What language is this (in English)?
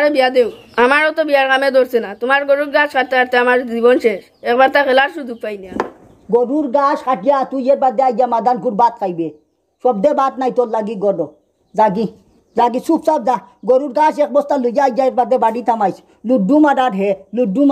Sylheti